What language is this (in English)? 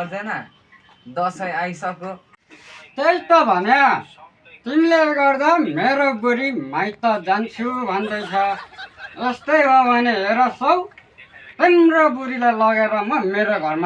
Nepali